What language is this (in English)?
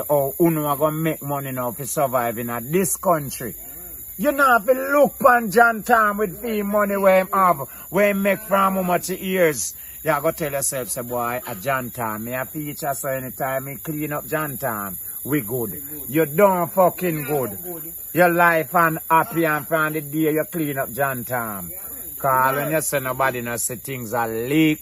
Jamaican Creole English